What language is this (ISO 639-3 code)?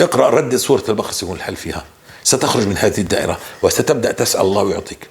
apc